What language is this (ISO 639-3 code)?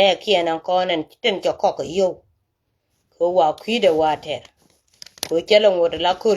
nus